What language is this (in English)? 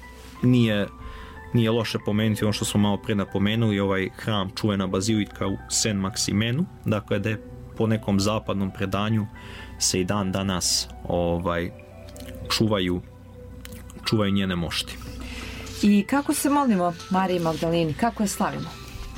Serbian